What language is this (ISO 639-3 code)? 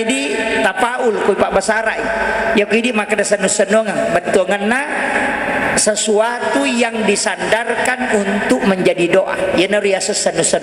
bug